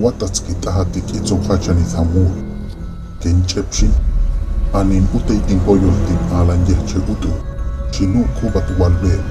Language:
Huastec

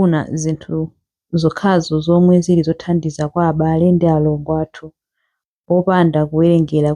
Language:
Nyanja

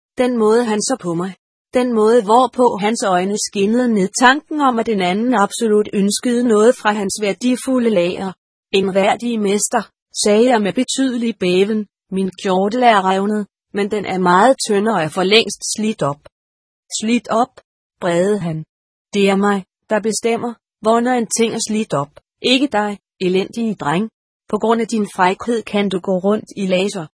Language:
Danish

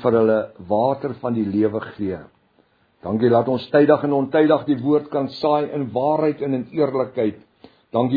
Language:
Afrikaans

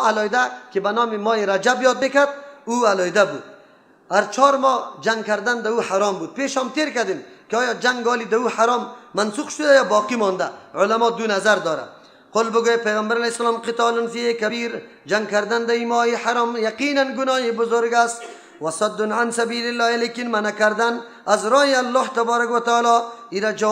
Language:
Persian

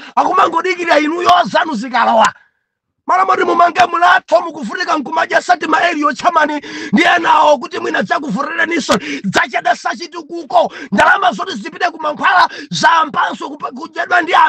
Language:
Nyanja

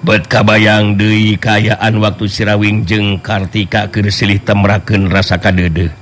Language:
Sundanese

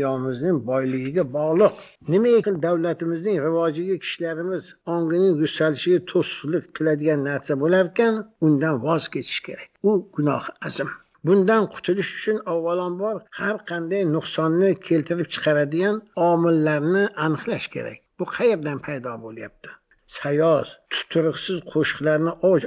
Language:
Uzbek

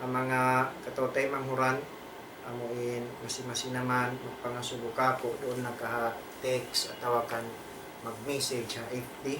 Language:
Tausug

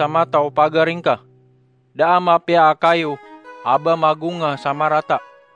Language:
Maranao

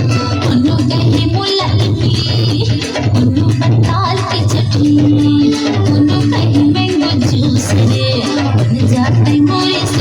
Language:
Chhattisgarhi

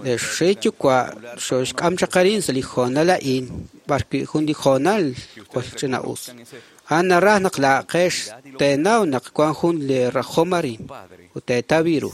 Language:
Kekchí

